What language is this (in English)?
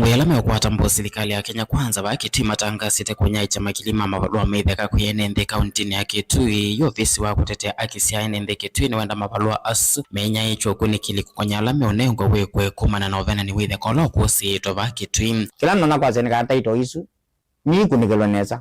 Kamba